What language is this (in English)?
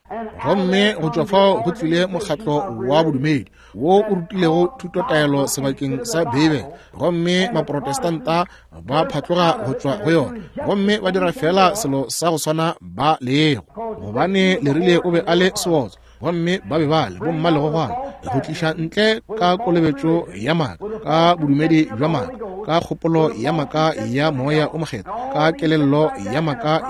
Northern Sotho